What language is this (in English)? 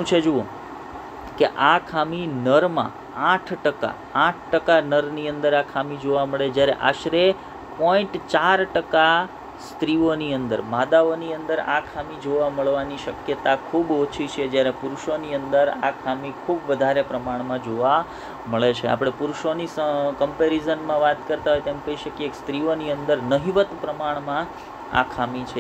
Gujarati